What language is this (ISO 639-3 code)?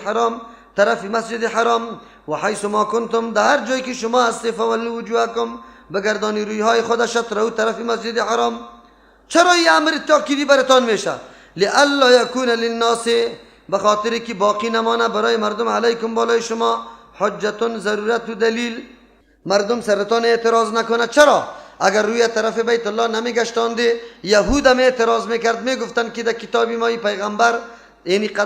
fas